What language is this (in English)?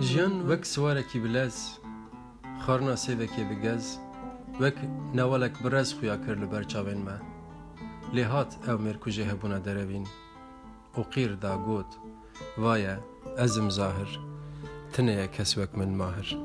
Kurdish